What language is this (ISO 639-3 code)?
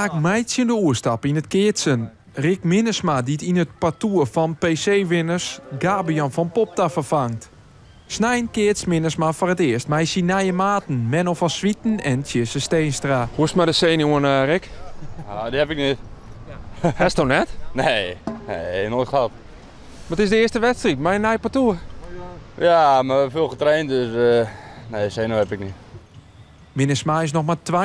fry